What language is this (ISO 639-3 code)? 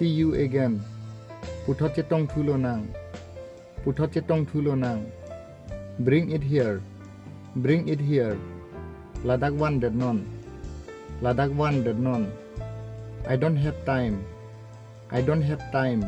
mjw